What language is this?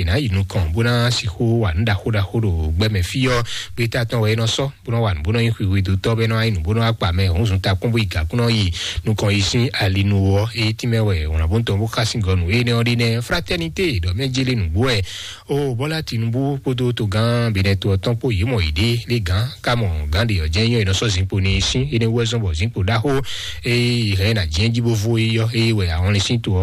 Fon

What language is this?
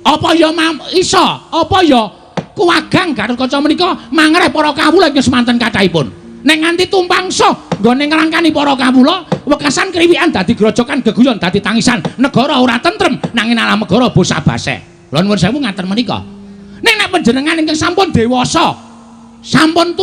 Javanese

